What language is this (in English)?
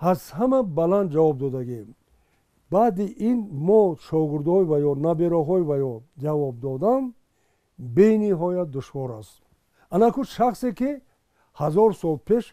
Tajik